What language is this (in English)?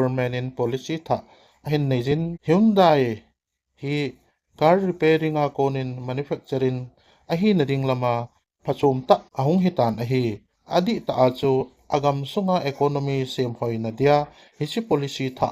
Thado Chin